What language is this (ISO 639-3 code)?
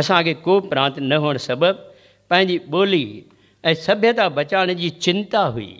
snd